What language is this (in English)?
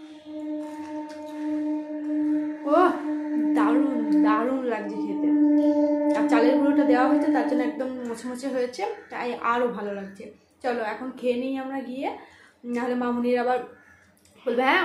Bangla